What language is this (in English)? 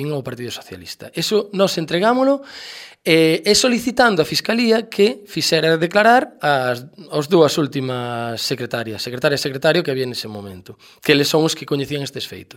Galician